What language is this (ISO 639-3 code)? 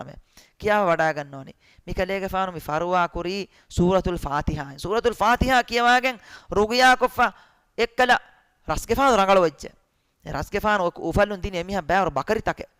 div